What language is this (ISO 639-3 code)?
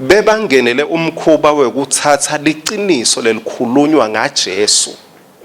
ssw